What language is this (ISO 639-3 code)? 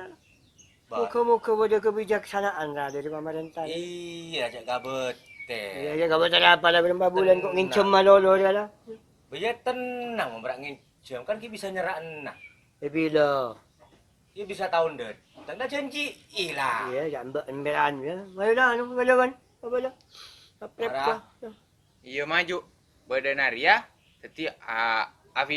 mad